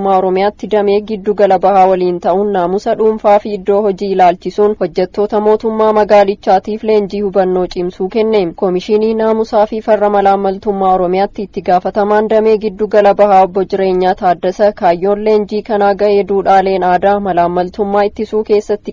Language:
Oromo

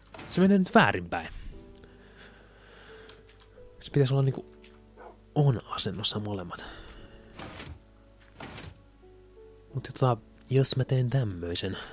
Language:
Finnish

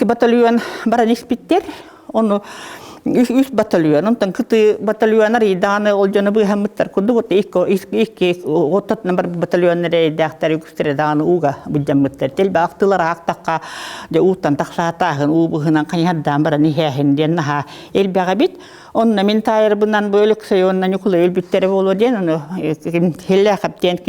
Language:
Yakut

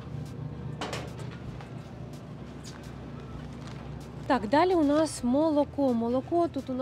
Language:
Ukrainian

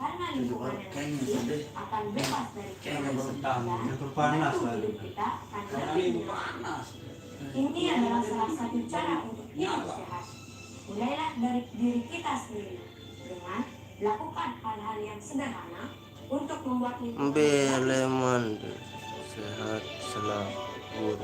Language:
Sasak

